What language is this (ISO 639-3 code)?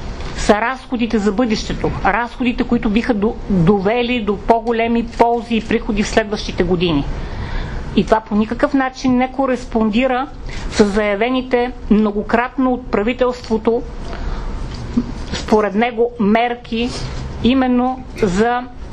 bul